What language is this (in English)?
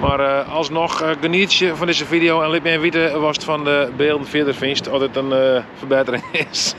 Western Frisian